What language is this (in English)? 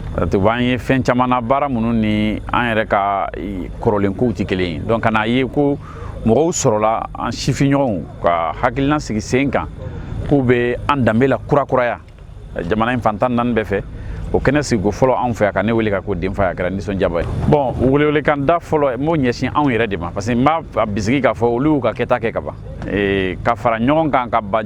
Bambara